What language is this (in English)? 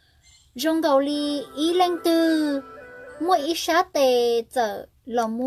Hmong